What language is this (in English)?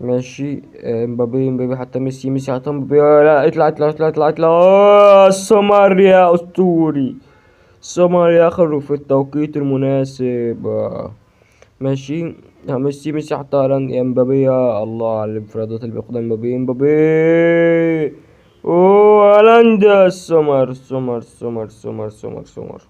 Egyptian Arabic